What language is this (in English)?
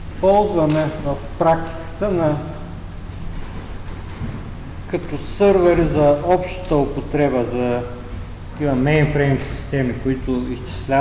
Bulgarian